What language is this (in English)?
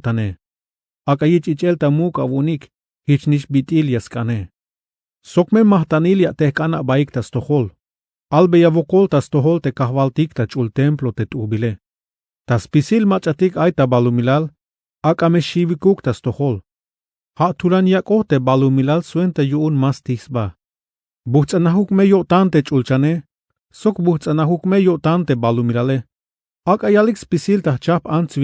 Tzeltal